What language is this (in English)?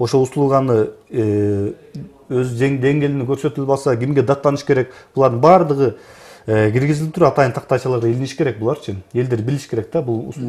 Kyrgyz